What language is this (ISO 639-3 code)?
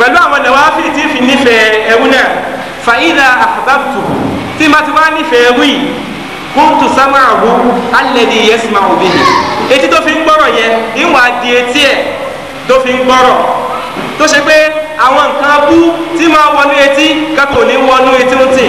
yor